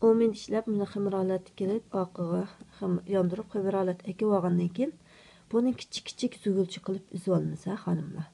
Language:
Uyghur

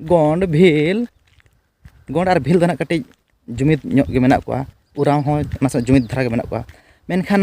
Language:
Santali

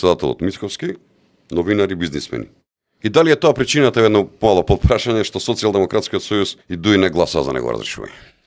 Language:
Macedonian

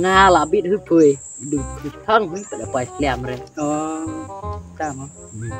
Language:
Khasi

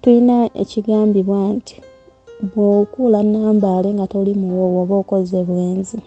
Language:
Ganda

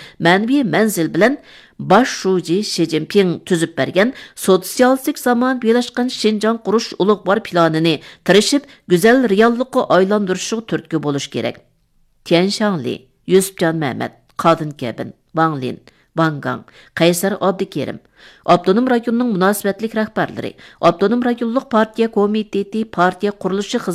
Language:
Uyghur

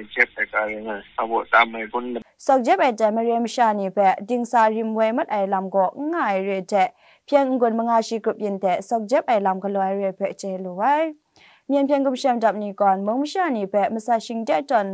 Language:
Kachin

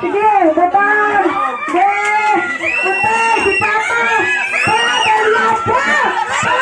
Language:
Cebuano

